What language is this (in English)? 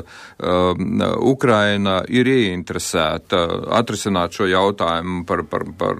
Latvian